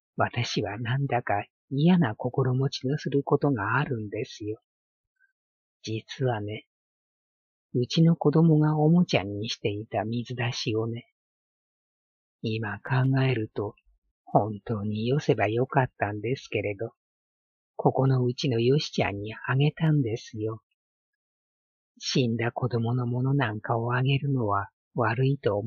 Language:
Japanese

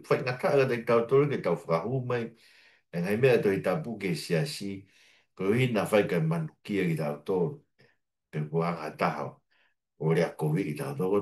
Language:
Tongan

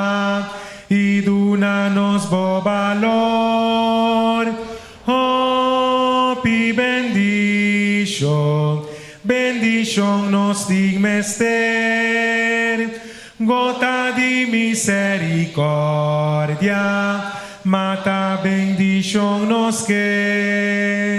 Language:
Papiamento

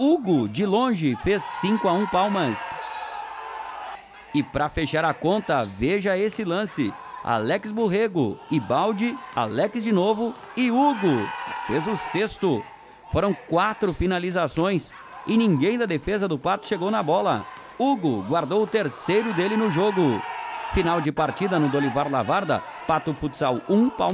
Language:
Portuguese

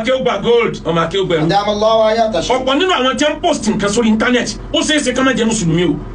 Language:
Yoruba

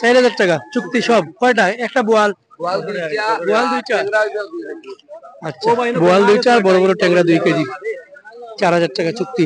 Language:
Sylheti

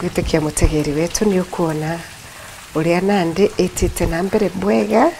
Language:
Meru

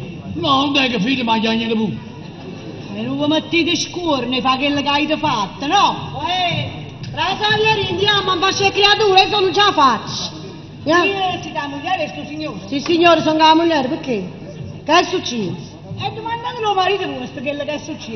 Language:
Neapolitan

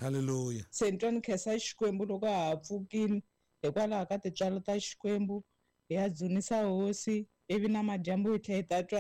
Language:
Tsonga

